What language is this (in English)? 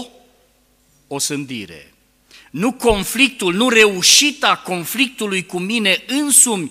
Romanian